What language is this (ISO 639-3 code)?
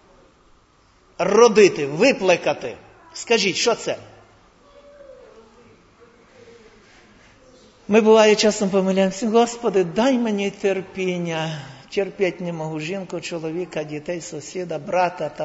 ukr